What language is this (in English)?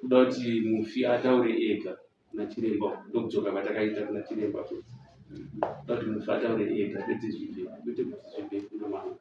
Shona